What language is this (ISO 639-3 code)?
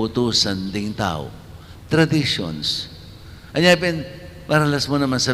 pam